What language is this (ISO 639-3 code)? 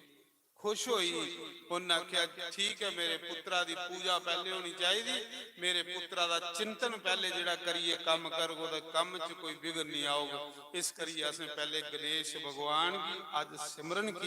doi